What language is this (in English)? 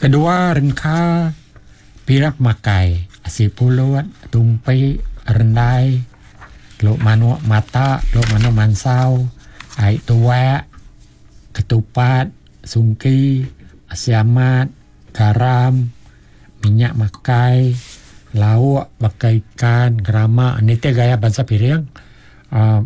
Iban